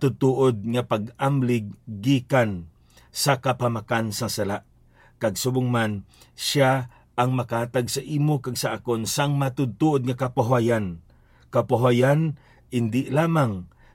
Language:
Hiligaynon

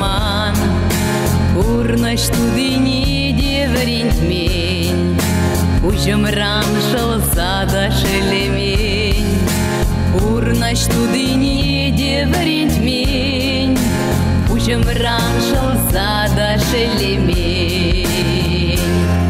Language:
Chuvash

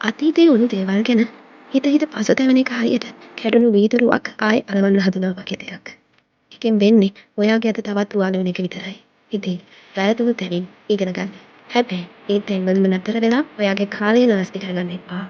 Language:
Sinhala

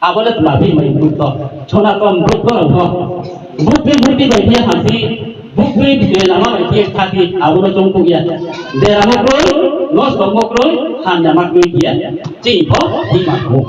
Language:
Riang (India)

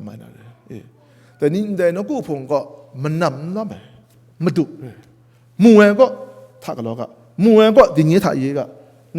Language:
Kachin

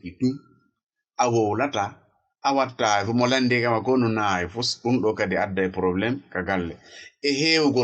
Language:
Fula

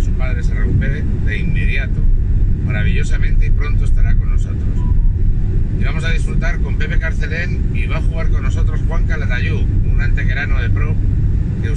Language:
Spanish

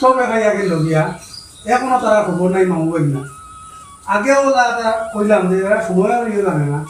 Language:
Sylheti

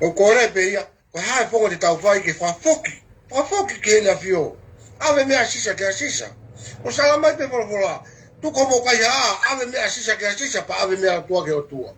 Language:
Tongan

